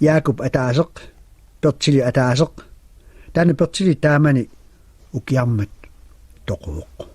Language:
Kalaallisut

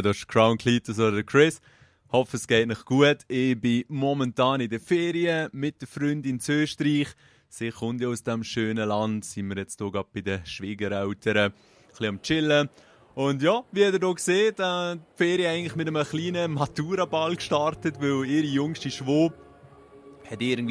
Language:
Swiss German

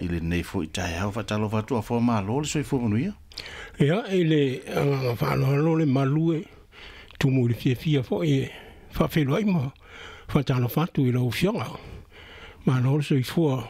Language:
Samoan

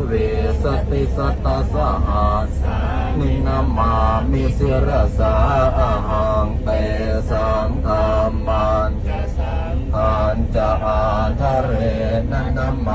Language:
Pali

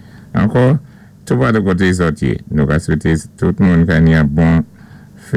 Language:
Saint Lucian Creole French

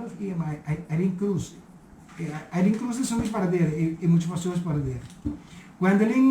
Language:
Papiamento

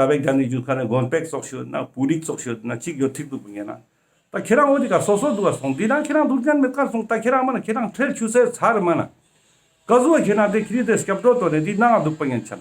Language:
Ladakhi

